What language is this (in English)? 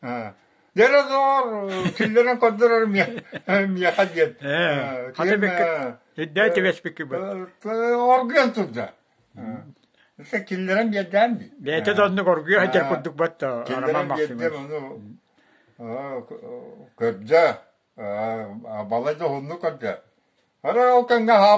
Yakut